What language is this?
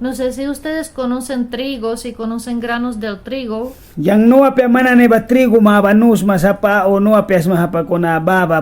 Mískito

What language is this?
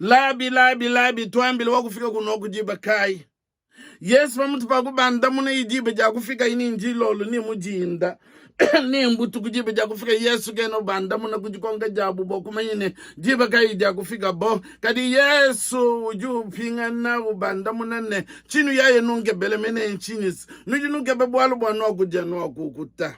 Luba-Lulua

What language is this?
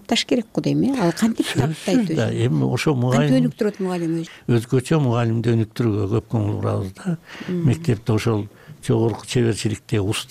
Kyrgyz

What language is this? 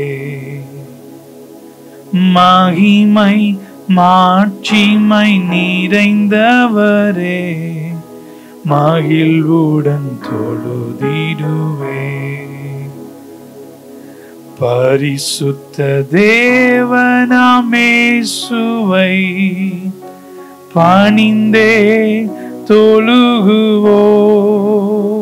Tamil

